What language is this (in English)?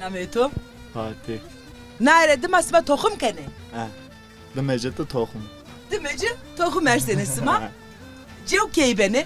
Zaza